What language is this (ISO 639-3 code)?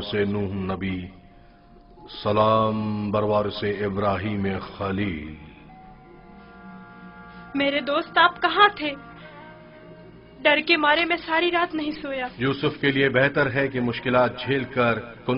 urd